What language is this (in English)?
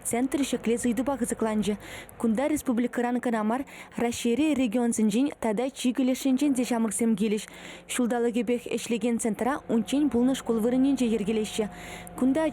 Chuvash